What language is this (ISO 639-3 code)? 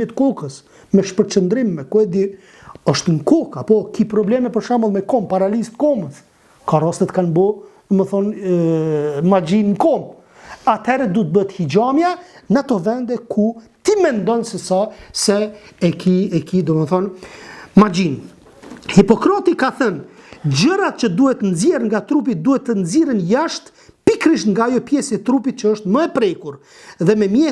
sqi